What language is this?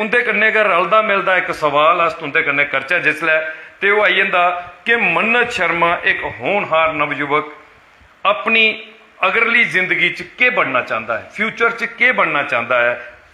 Dogri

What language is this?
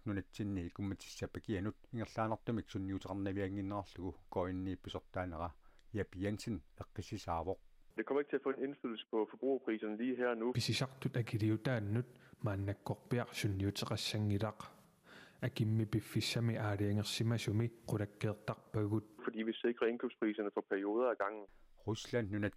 Kalaallisut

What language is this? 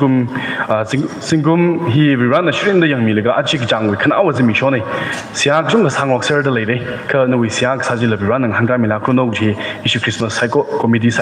Tangkhul Naga (India)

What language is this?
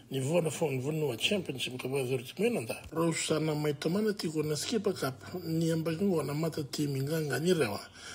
Fijian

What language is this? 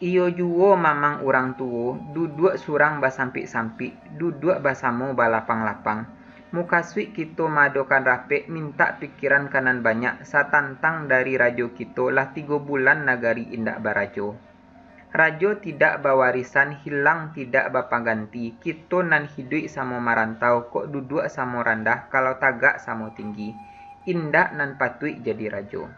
Minangkabau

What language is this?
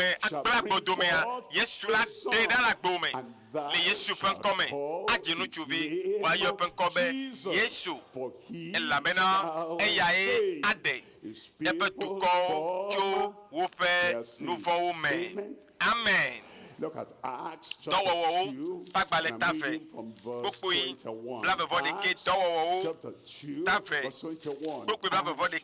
Ewe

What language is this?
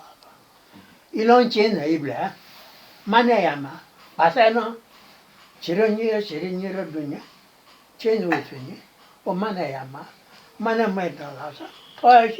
Newari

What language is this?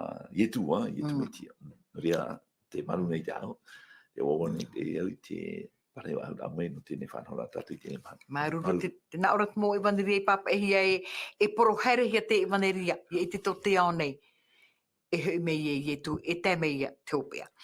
Tahitian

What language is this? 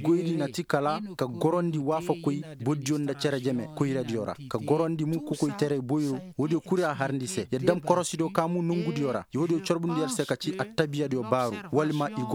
Koyraboro Senni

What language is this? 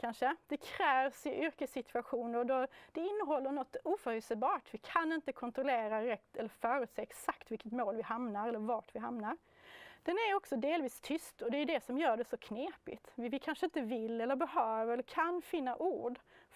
Swedish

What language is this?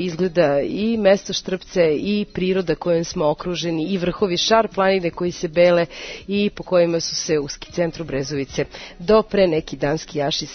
Serbian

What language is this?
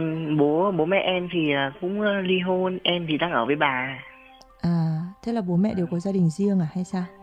Vietnamese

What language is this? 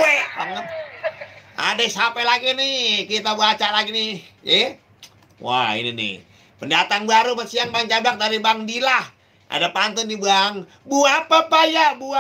Betawi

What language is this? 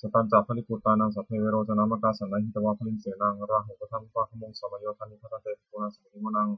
Pali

